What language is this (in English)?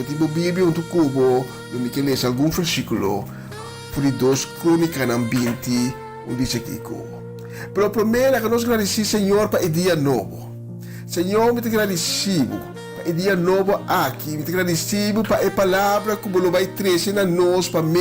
Papiamento